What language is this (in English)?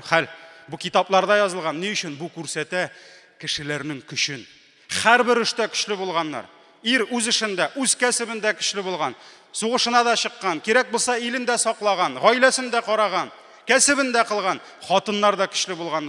Tatar